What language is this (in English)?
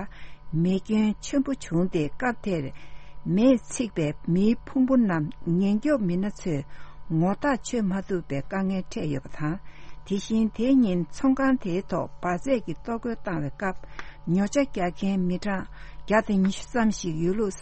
Tibetan